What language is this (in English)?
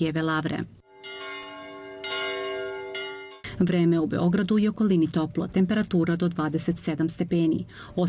Serbian